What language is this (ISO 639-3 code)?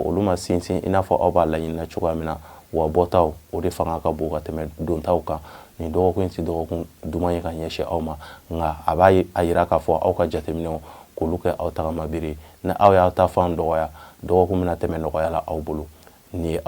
bam